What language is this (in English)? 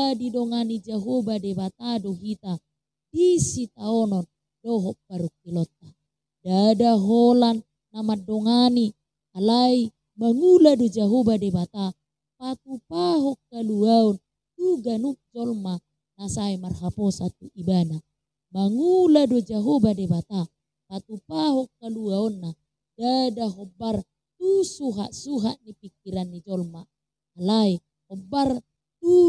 Batak Toba